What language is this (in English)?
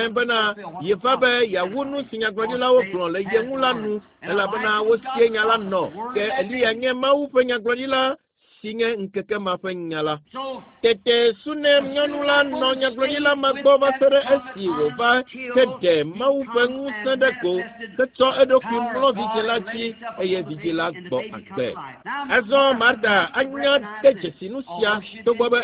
Ewe